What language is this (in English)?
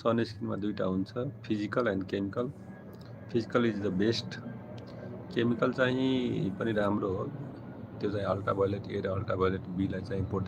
Nepali